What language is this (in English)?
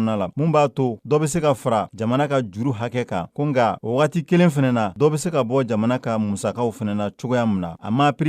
Bambara